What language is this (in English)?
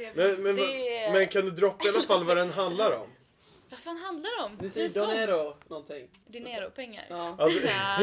Swedish